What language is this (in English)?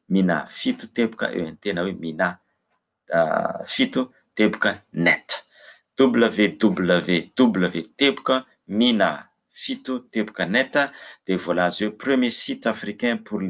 Malagasy